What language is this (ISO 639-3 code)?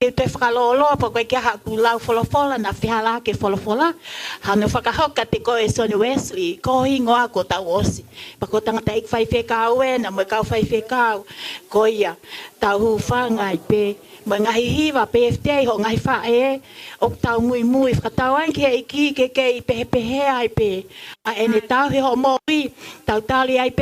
ton